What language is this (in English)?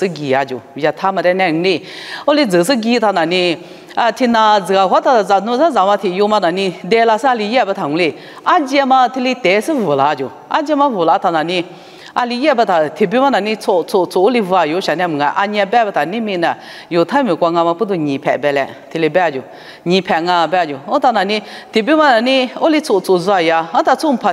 Lisu